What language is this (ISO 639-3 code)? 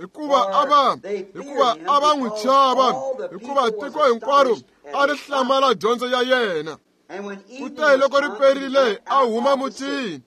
tso